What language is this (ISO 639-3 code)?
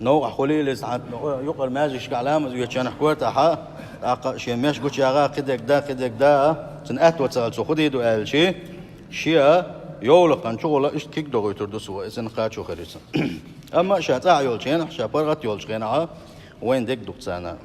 che